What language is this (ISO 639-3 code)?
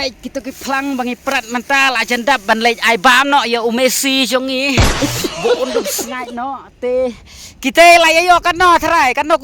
kha